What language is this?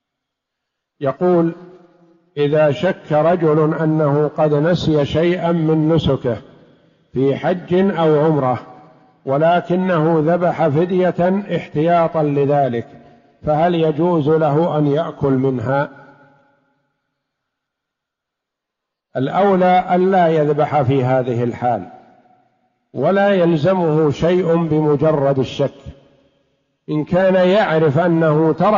Arabic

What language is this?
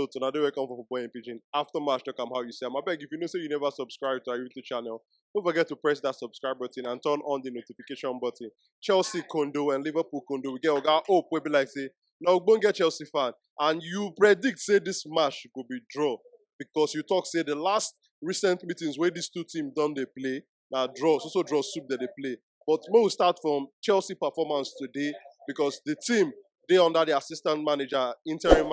Nigerian Pidgin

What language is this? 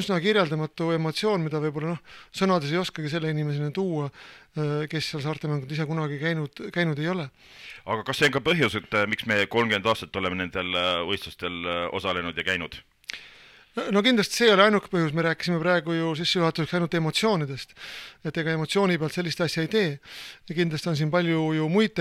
Estonian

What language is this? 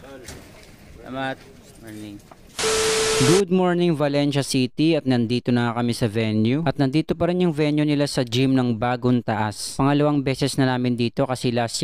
Filipino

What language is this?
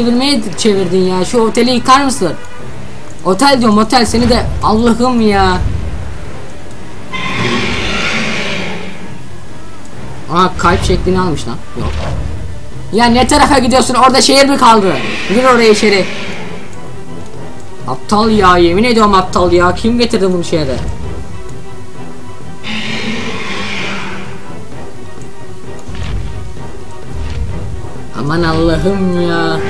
Turkish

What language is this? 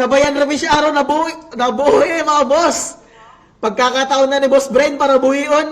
Waray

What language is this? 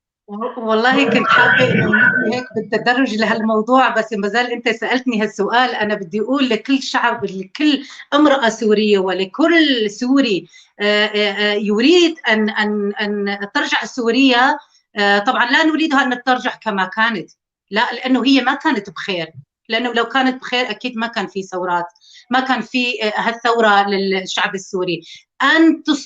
North Levantine Arabic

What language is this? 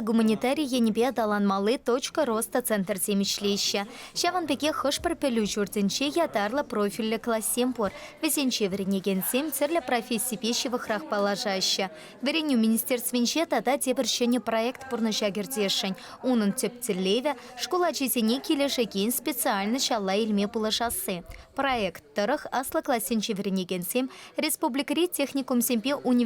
Chuvash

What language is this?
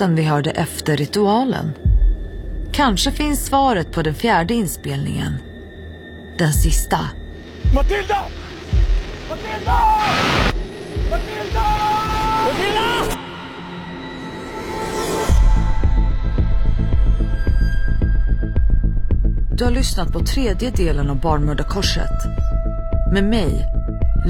Swedish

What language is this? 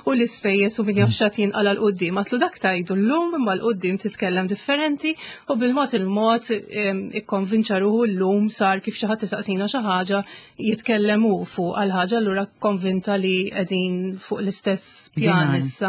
Maltese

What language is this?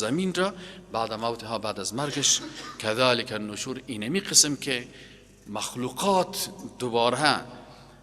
Persian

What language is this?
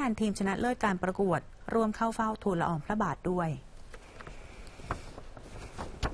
Thai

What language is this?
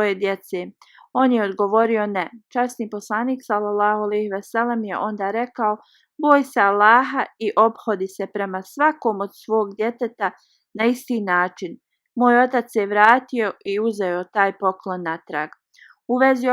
Bosnian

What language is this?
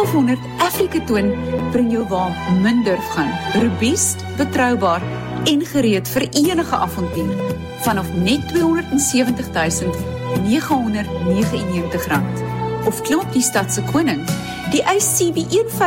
Afrikaans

